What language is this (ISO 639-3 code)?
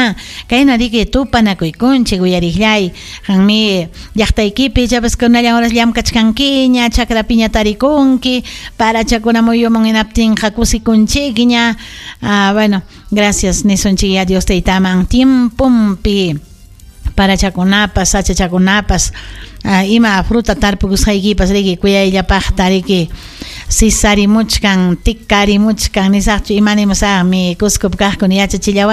quy